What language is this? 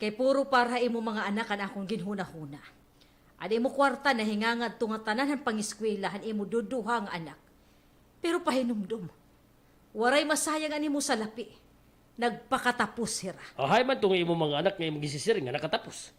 Waray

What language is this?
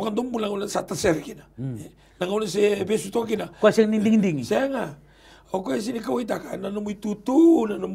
Fijian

